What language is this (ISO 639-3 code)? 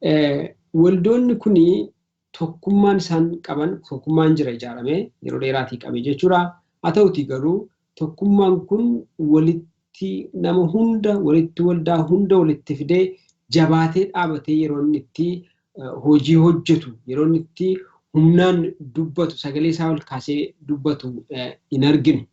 orm